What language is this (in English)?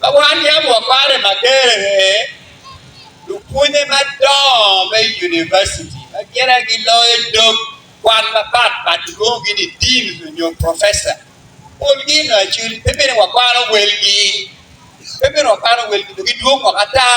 Acoli